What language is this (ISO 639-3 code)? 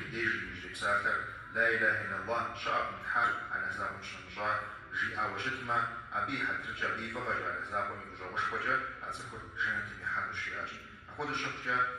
kbd